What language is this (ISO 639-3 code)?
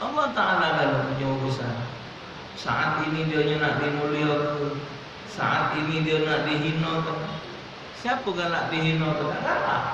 mui